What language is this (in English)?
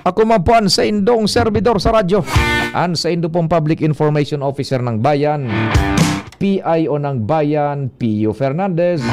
Bikol